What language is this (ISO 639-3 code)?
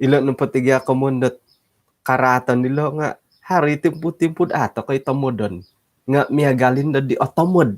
dtp